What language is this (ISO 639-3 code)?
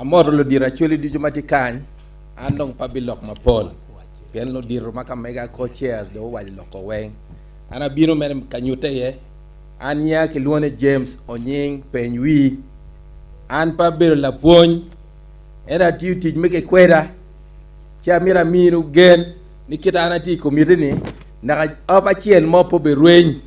ach